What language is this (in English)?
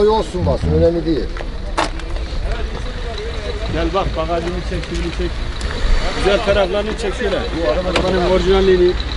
Turkish